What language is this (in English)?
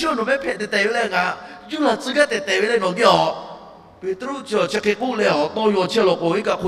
Lahu